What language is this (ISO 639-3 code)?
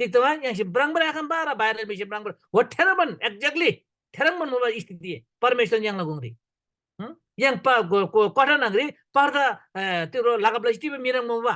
taj